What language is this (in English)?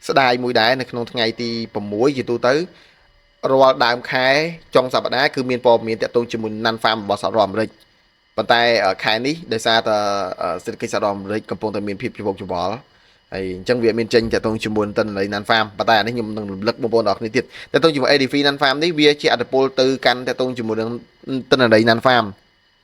Khmer